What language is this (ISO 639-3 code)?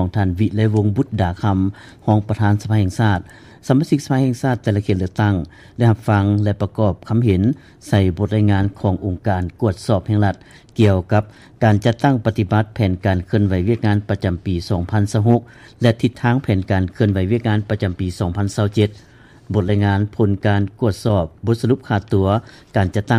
lao